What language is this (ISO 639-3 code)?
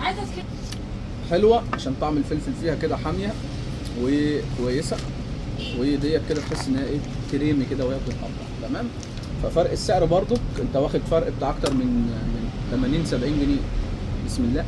arz